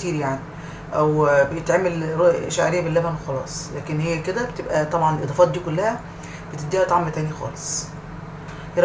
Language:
Egyptian Arabic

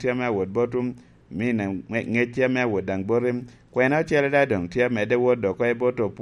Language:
Lango (Uganda)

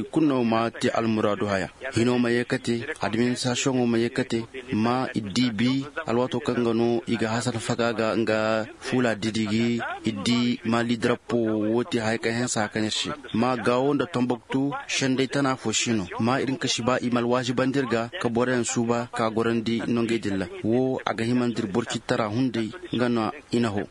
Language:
Koyraboro Senni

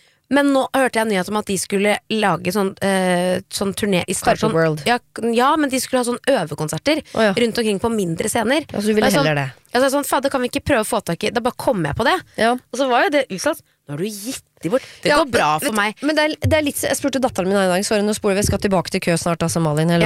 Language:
Norwegian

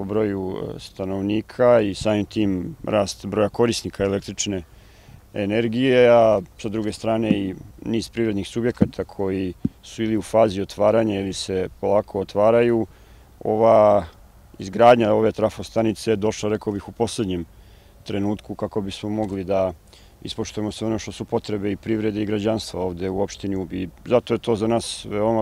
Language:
Serbian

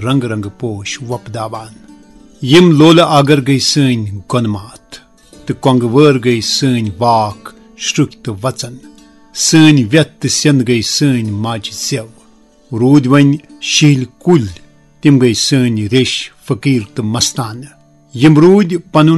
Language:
Kashmiri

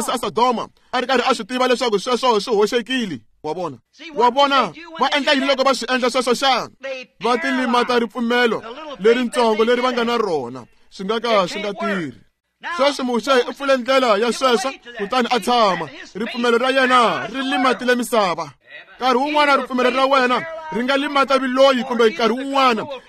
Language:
Tsonga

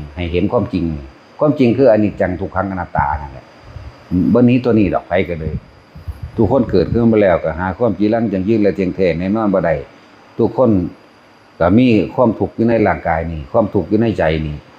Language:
Northeastern Thai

